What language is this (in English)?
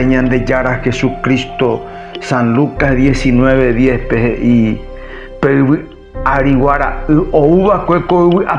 Guarani